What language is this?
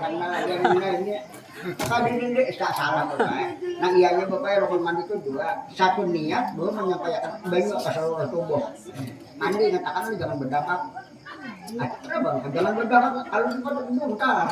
Banjar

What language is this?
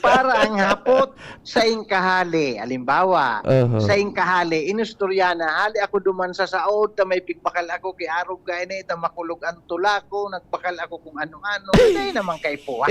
Bikol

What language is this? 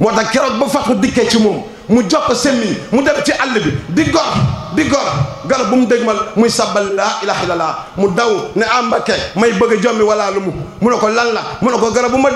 Wolof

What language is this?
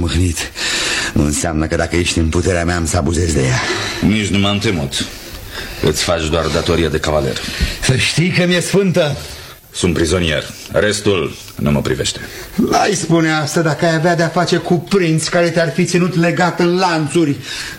Romanian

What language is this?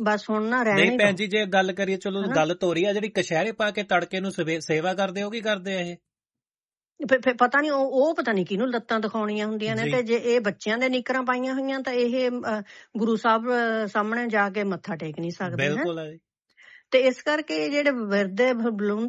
Punjabi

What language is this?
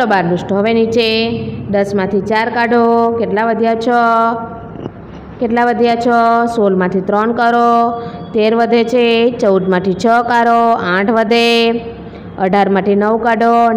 Gujarati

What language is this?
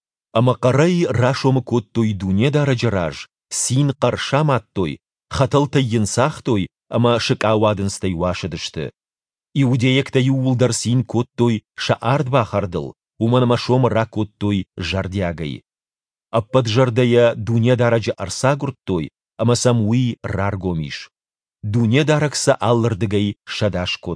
Ossetic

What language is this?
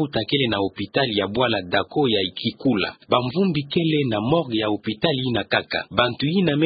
Kituba (Democratic Republic of Congo)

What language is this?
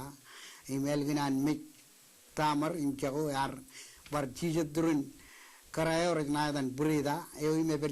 Marshallese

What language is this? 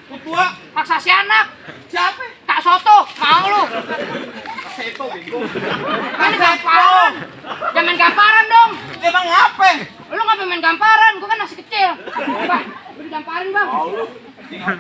Betawi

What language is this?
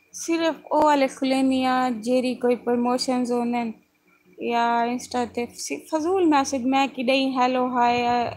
Saraiki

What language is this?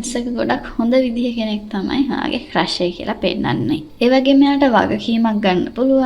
Sinhala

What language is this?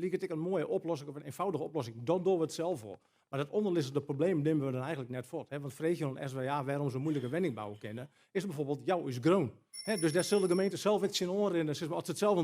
Western Frisian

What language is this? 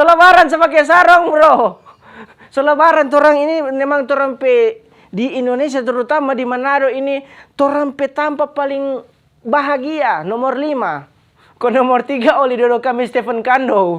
Manado Malay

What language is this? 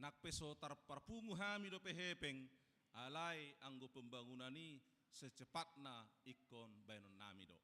Batak Toba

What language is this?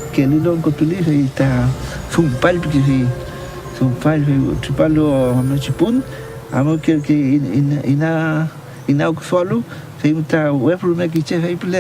Mapuche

